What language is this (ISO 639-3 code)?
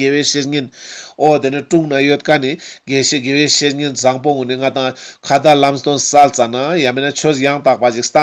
lbj